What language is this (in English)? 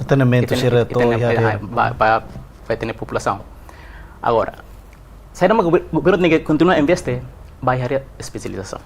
Tetum